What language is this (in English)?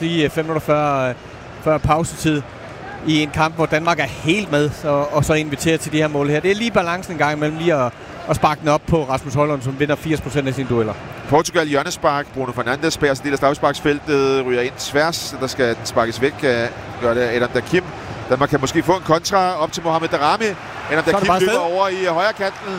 Danish